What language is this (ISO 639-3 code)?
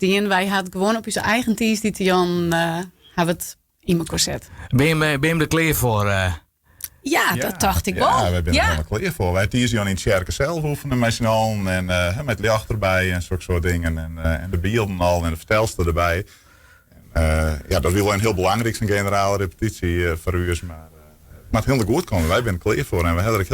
fry